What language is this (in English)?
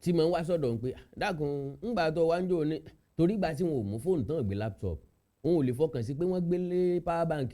Yoruba